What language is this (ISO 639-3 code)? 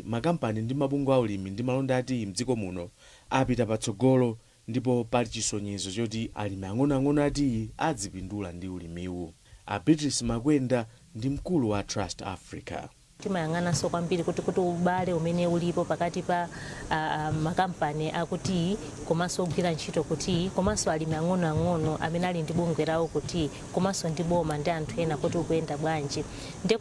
nya